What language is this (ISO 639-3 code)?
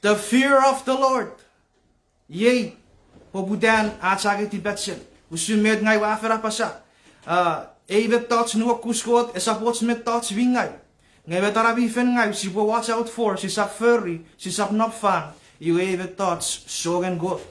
chk